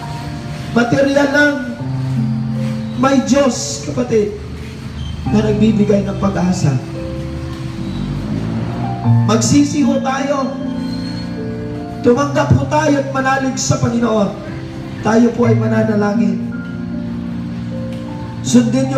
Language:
Filipino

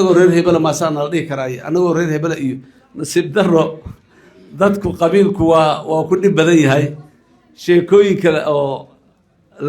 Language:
Somali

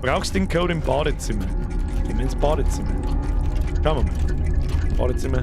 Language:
Bavarian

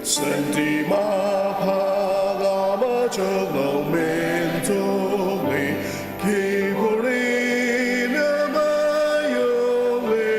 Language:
Ao Naga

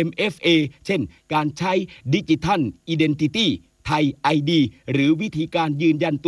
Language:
Thai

